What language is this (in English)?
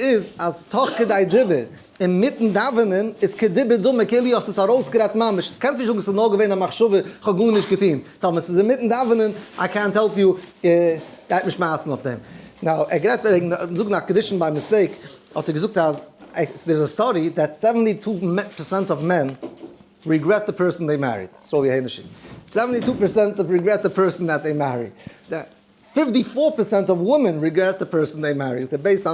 Yiddish